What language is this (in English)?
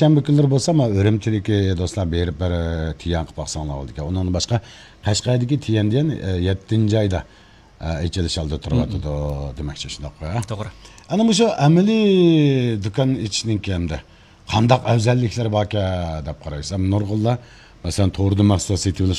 Uyghur